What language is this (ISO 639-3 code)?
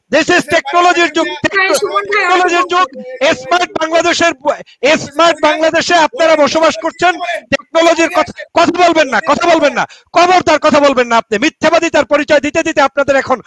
ben